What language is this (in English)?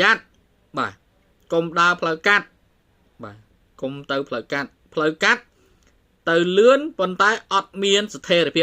Khmer